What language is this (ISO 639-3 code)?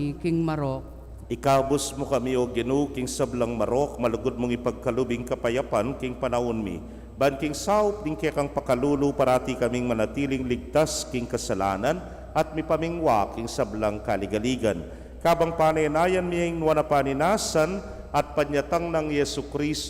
pam